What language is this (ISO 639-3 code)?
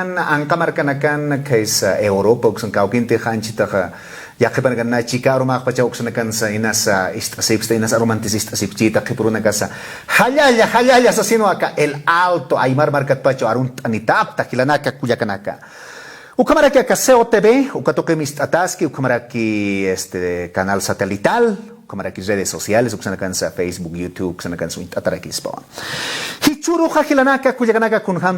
aym